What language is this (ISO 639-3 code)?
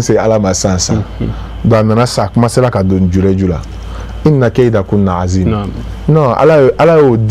bam